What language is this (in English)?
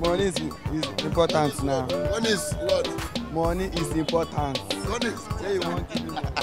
Nigerian Pidgin